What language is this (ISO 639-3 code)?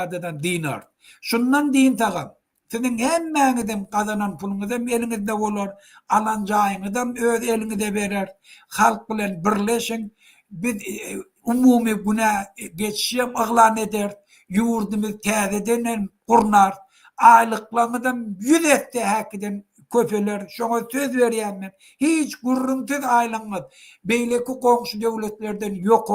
tuk